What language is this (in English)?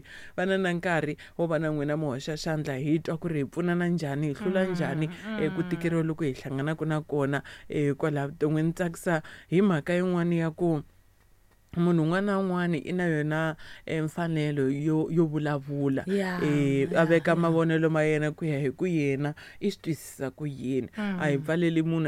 Tsonga